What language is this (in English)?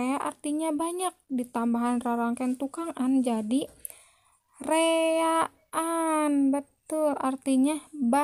Sundanese